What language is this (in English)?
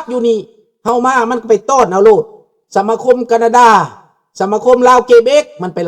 Lao